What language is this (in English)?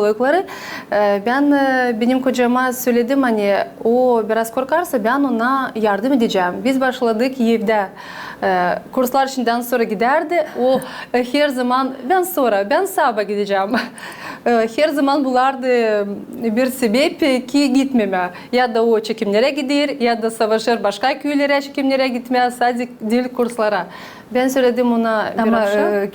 Gagauz